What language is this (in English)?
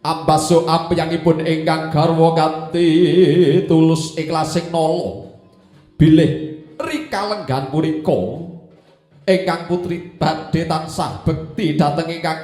Javanese